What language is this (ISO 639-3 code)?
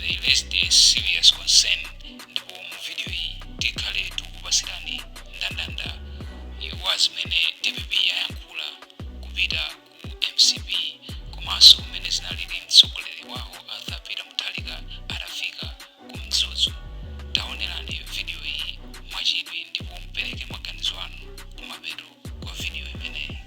nya